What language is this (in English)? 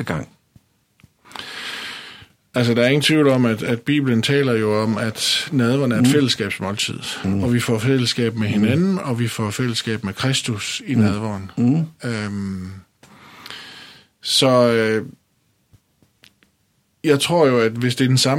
Danish